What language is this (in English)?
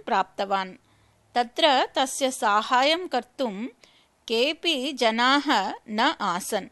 Sanskrit